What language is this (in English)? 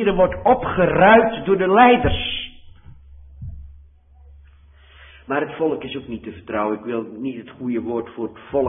Dutch